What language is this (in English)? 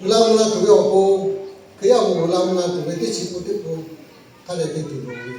Lahu